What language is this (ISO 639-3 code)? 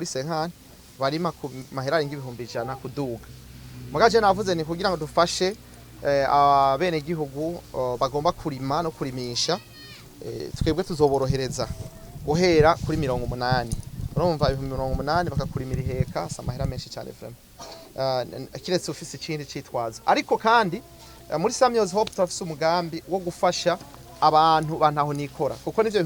run